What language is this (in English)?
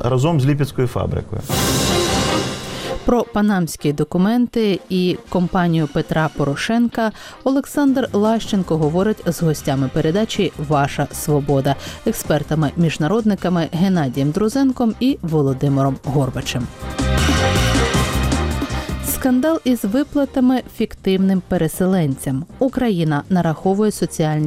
Ukrainian